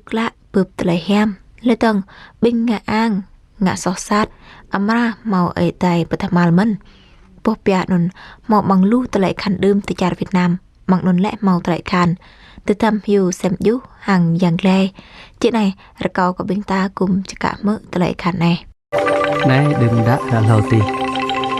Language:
Jarai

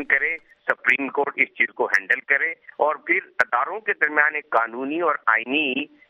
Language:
Urdu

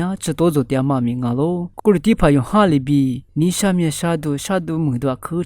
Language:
Lisu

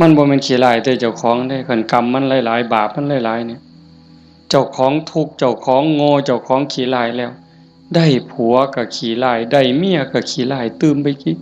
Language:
Northeastern Thai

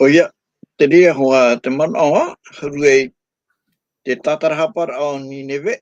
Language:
Tahitian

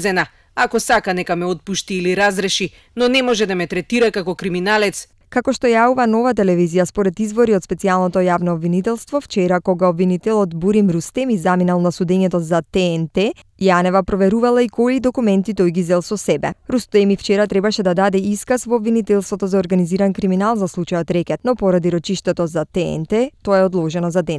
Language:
Macedonian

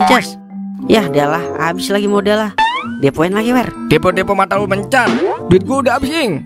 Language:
Betawi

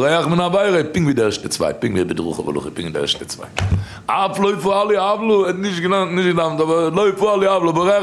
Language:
Yiddish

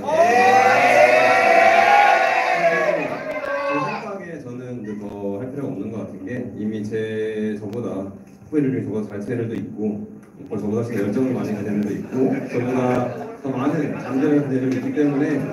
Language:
Korean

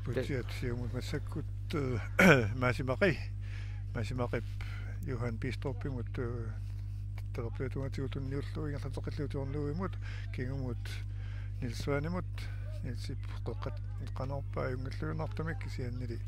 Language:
Kalaallisut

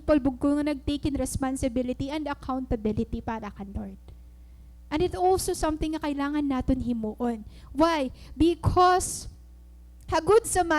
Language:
Waray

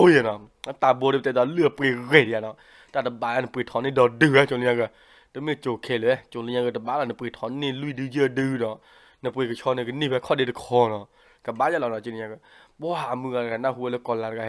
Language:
S'gaw Karen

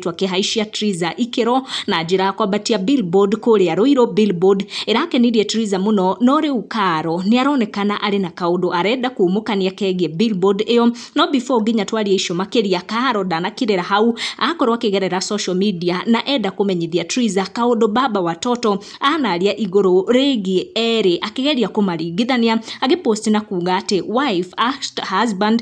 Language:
Kikuyu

